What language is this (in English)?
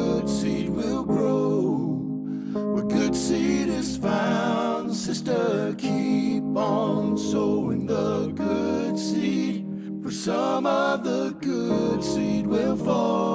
Samoan